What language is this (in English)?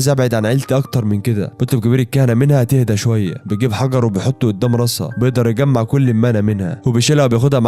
Egyptian Arabic